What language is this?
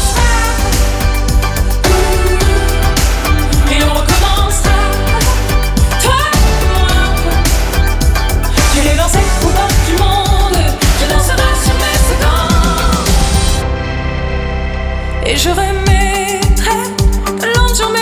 French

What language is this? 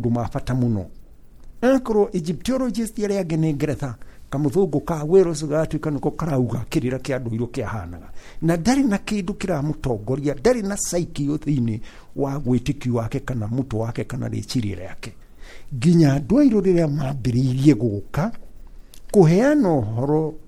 Kikuyu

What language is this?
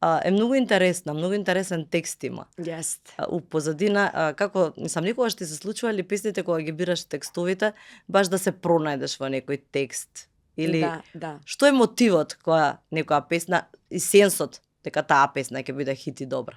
Macedonian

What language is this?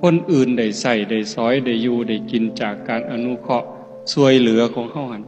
Northeastern Thai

